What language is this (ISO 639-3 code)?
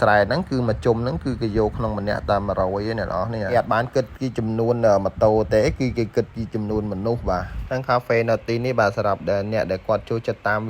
khm